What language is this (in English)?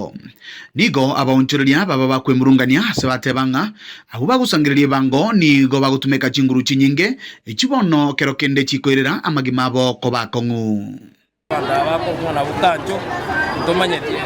Gusii